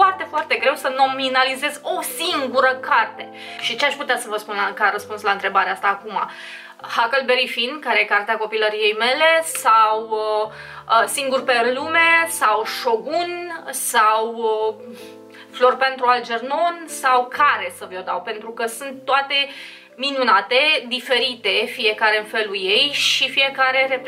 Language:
Romanian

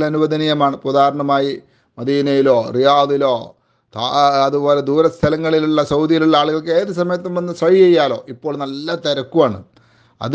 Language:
Malayalam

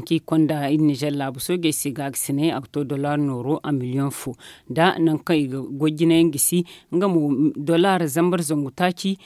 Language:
Zarma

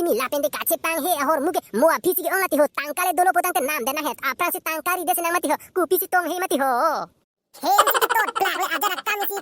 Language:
Karbi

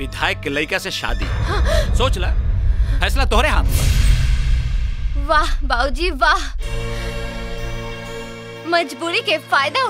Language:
Bhojpuri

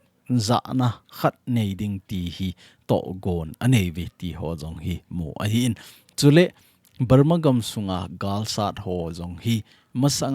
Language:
Thado Chin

